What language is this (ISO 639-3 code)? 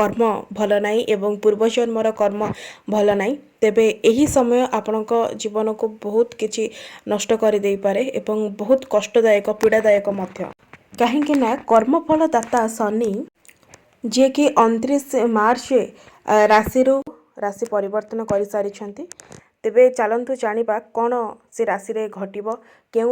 ori